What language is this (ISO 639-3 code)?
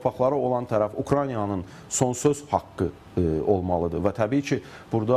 aze